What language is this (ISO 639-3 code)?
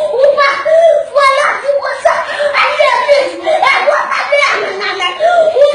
hat